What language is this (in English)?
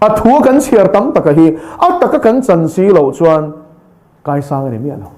Mizo